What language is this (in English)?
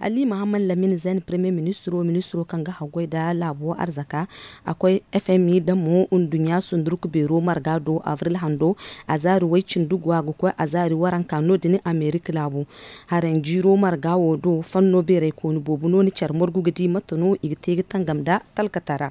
Zarma